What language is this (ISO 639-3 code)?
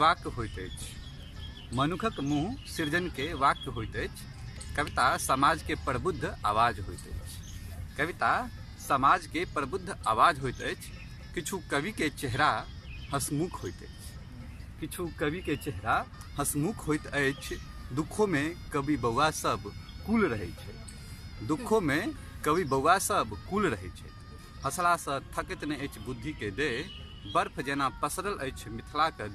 mai